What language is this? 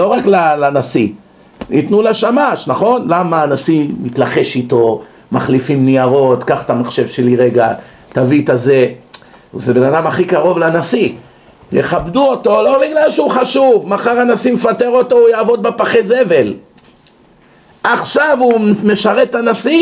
Hebrew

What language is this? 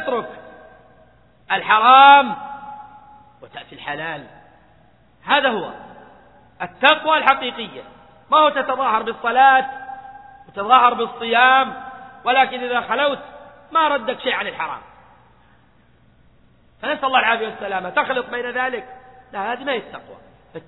Arabic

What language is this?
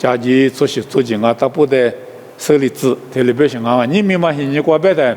Lisu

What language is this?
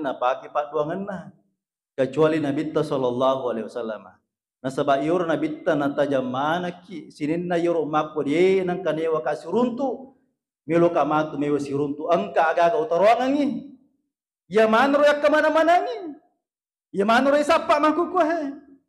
Buginese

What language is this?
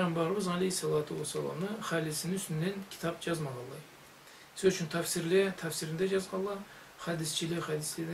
Karachay-Balkar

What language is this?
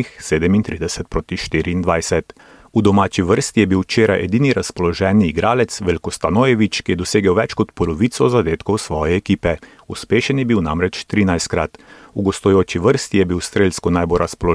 Slovenian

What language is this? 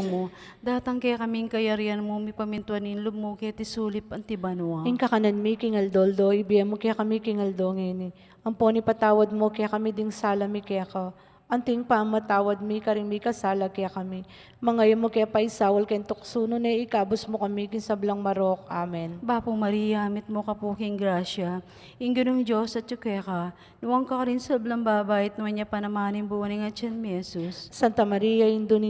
Pampanga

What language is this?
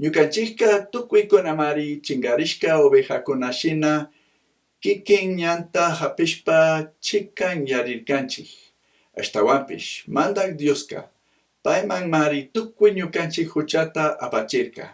Chimborazo Highland Quichua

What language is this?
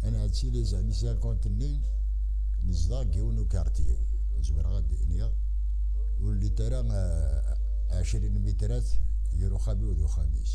Kabyle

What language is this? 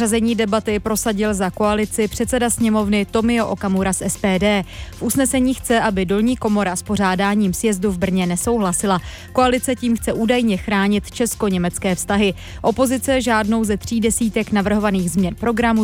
Czech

